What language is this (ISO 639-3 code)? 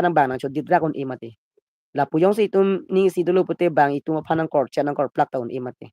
mjw